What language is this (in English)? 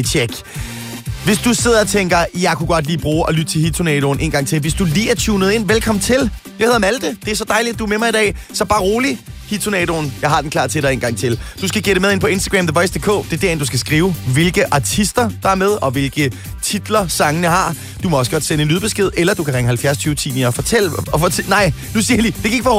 Danish